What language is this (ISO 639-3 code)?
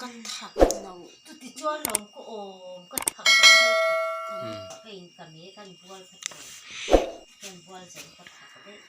lus